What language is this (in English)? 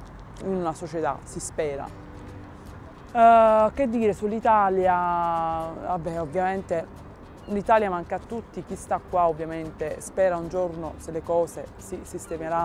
Italian